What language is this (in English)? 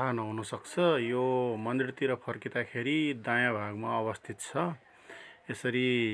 Nepali